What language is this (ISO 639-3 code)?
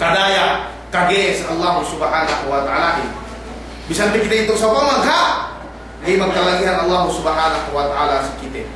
yka